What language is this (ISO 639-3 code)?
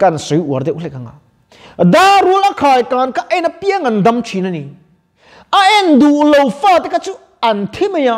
lus